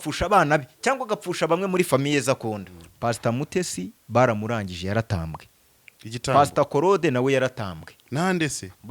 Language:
Kinyarwanda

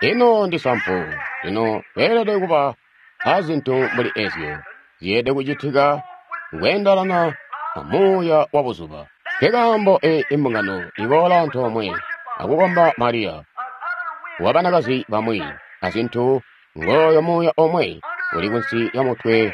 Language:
Tonga (Zambia)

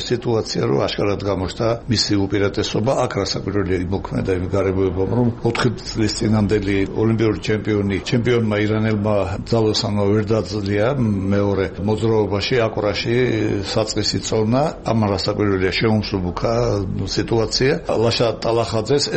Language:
Georgian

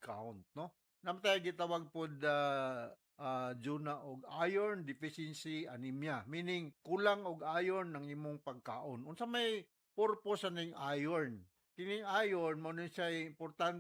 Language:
Cebuano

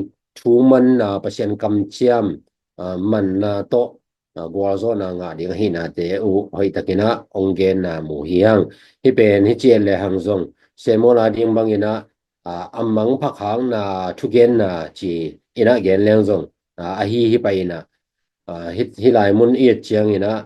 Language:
Tedim Chin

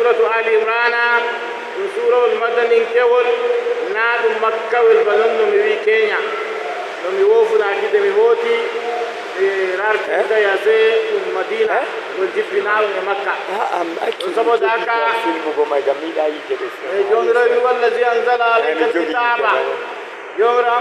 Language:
Nigerian Fulfulde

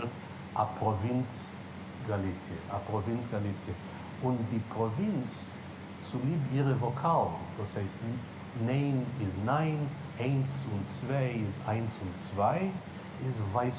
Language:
Yiddish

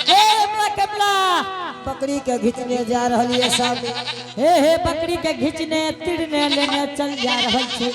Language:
Angika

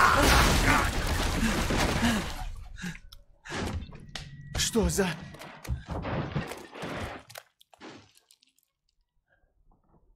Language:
Russian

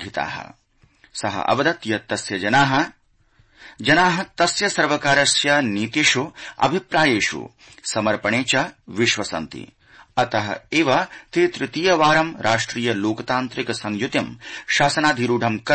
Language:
Sanskrit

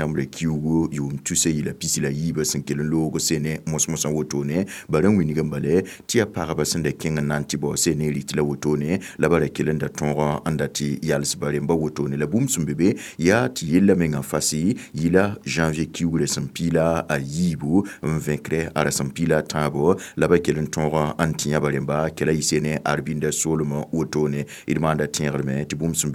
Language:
Mossi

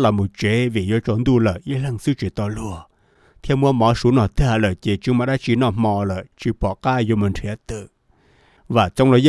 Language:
Hmong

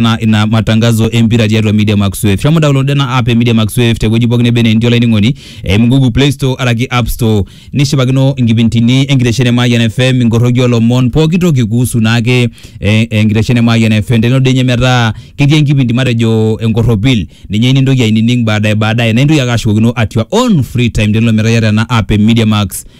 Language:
Masai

